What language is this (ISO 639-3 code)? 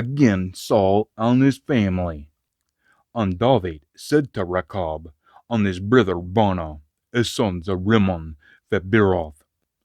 sco